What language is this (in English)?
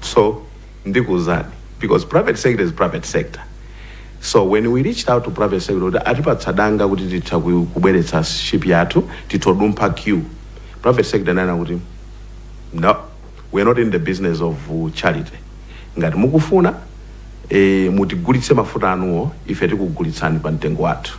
Nyanja